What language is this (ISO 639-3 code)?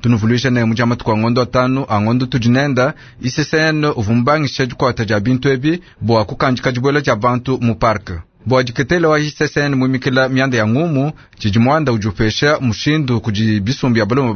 lua